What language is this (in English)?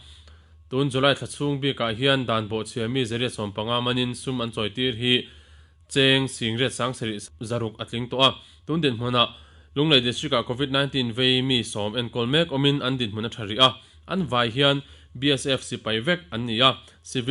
Mizo